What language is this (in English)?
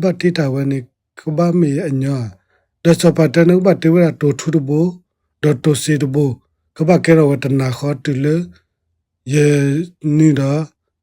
S'gaw Karen